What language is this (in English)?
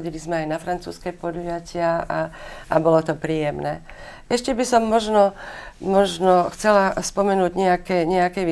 Slovak